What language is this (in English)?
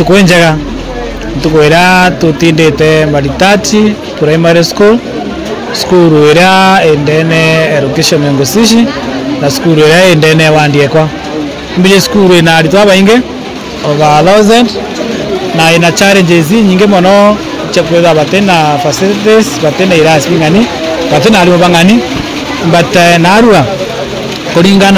Meru